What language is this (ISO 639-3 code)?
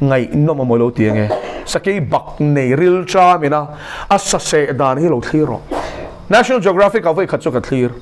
lus